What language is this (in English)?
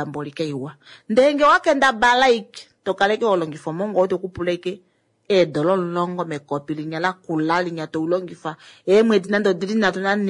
Kuanyama